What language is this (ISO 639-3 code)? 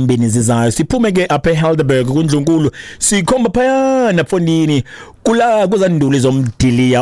xho